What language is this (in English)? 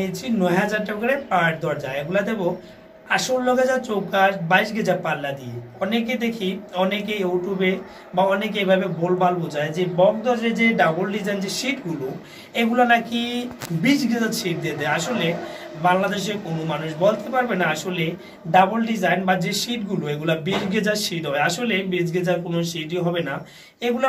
Bangla